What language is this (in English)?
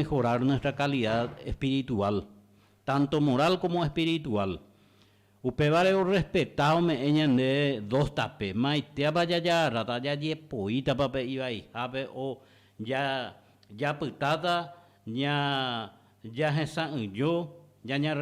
Guarani